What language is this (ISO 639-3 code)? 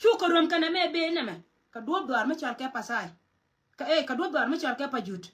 nus